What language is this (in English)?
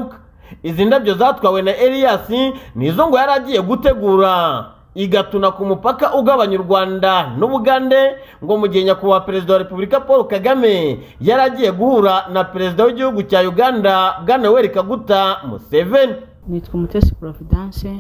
Kinyarwanda